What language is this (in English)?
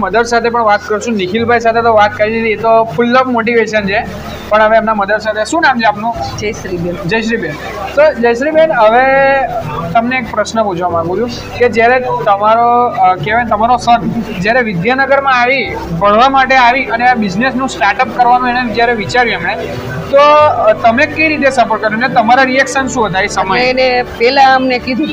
Gujarati